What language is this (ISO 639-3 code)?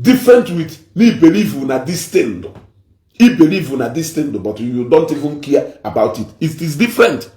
ibo